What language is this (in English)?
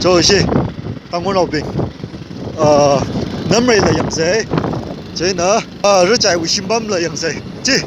Tangkhul Naga (India)